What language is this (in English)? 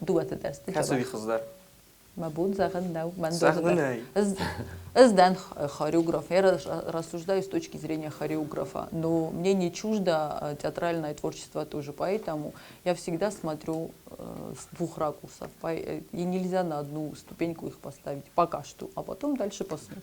Ossetic